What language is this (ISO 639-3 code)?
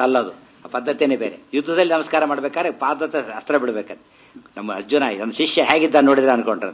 kan